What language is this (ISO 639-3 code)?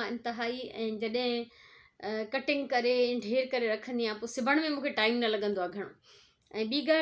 snd